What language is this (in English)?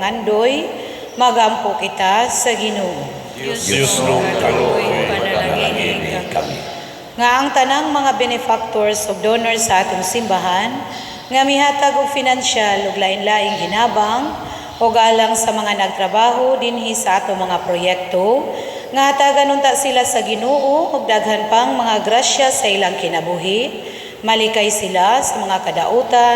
Cebuano